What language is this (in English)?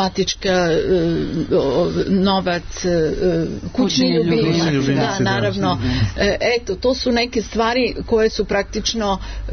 Serbian